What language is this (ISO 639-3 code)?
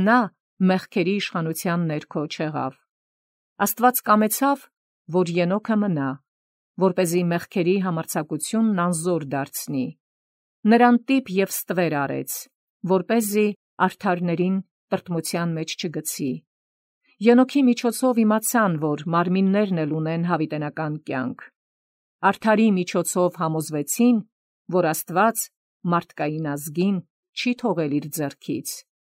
hye